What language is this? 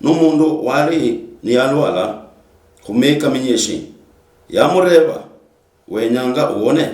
Luyia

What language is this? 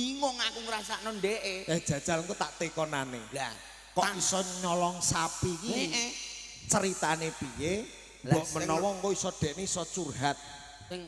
Javanese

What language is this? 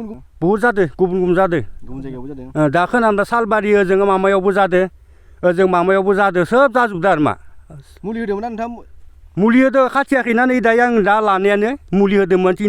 Bodo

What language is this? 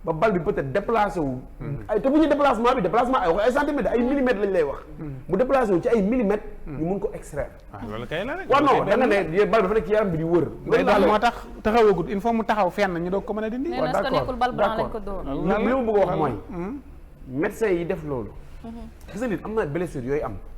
Wolof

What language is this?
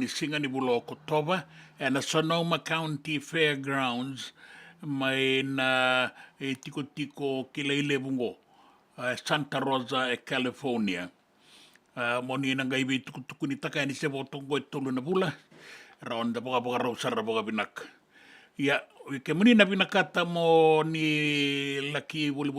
Fijian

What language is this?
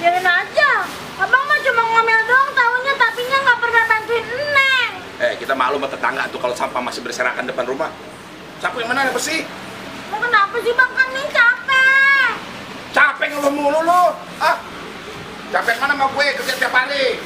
Betawi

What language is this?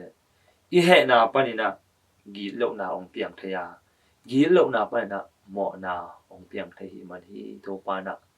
Tedim Chin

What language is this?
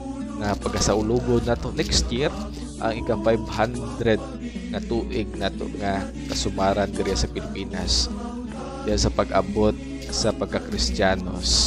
Cebuano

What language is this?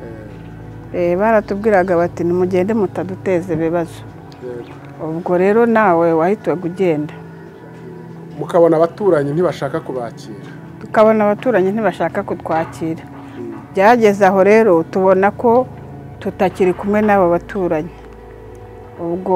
Kinyarwanda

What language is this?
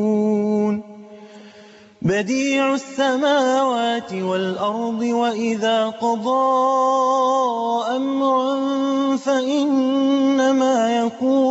Arabic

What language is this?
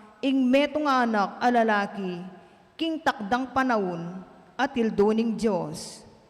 Pampanga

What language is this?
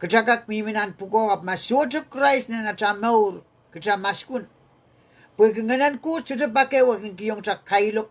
Pohnpeian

